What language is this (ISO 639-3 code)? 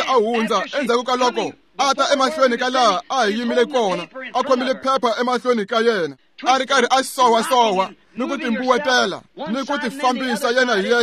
tso